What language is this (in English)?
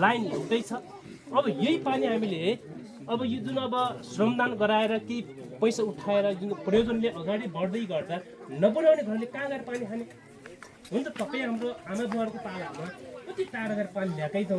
Nepali